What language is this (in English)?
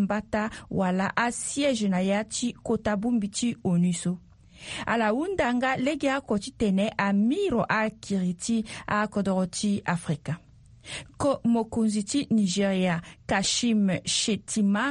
Sango